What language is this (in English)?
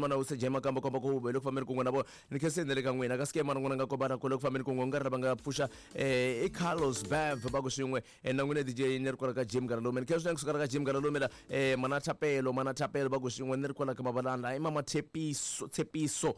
Tsonga